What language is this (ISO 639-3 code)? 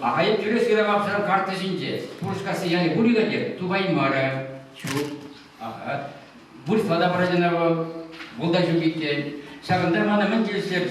chv